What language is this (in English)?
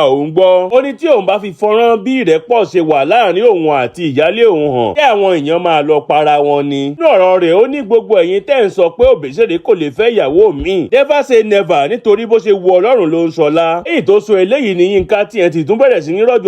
Yoruba